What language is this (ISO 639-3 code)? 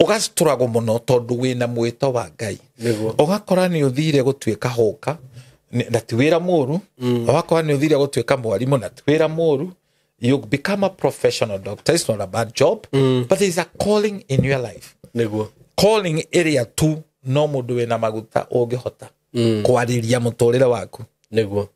kik